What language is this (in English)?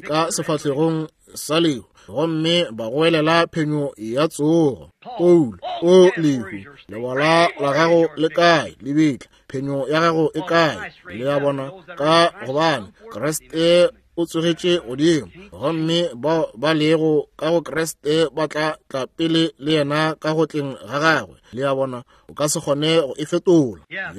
Northern Sotho